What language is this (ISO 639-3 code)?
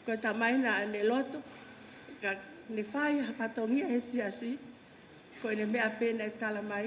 ton